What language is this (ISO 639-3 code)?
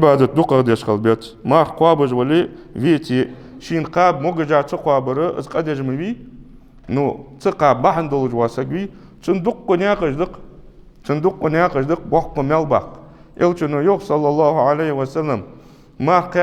inh